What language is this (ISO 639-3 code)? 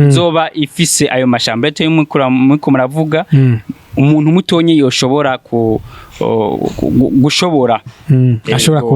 run